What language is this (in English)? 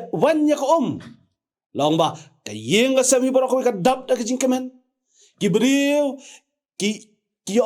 Khasi